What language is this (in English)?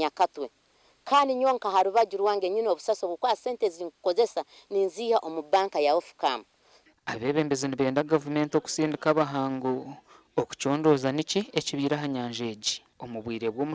Nyankole